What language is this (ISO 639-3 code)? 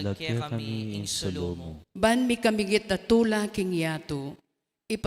pam